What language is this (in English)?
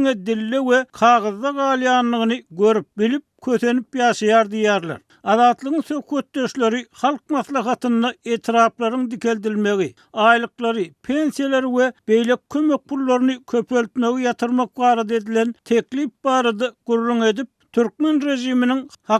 Turkmen